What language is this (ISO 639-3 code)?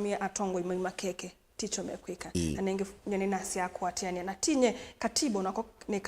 kam